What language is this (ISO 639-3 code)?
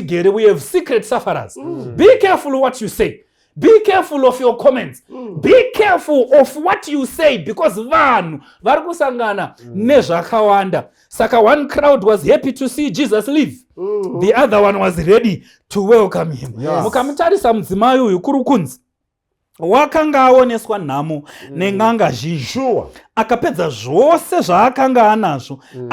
sna